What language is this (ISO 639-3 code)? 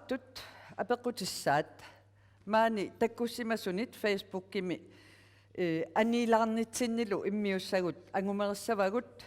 kal